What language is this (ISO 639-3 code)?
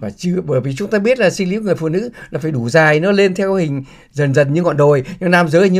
vie